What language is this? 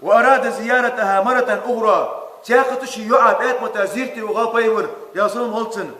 Ingush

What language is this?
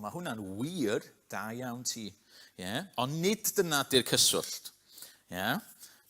Welsh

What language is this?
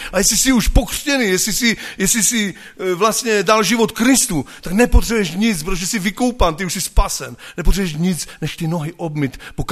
Czech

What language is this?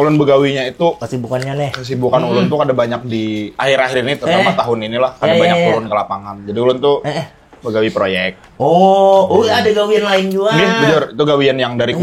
Banjar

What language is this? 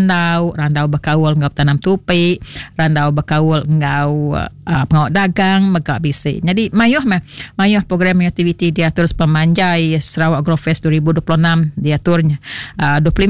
Iban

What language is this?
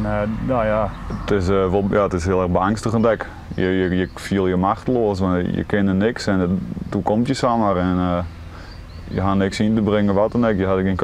Western Frisian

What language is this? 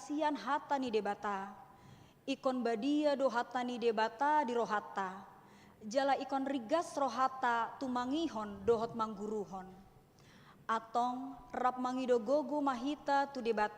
Batak Toba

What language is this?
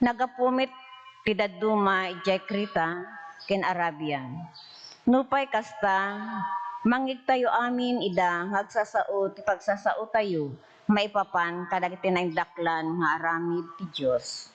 Iloko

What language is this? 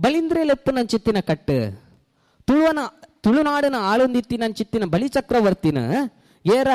Tulu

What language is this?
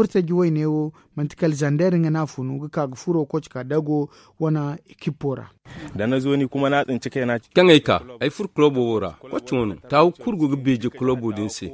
Zarma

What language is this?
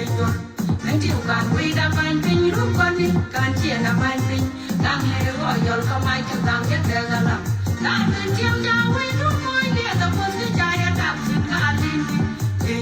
Nuer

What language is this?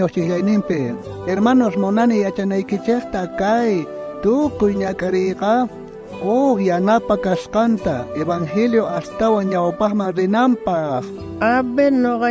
South Bolivian Quechua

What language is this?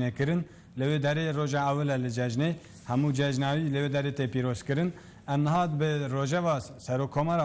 Kurdish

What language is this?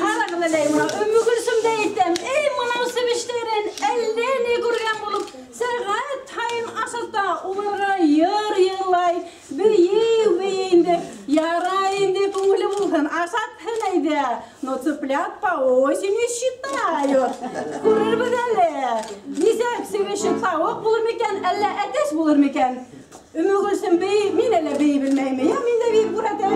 Bashkir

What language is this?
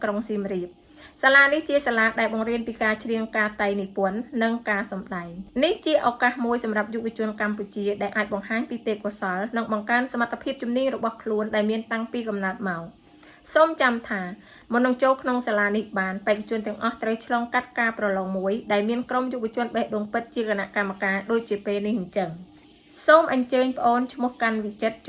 Khmer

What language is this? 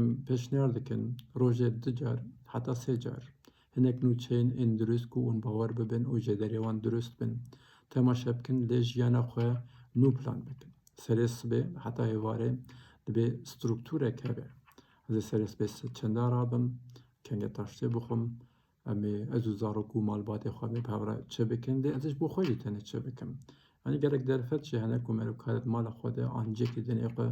Kurdish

